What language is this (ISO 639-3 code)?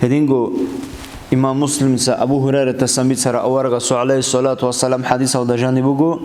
ava